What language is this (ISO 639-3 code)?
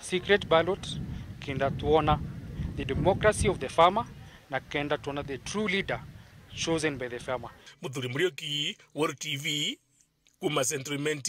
mer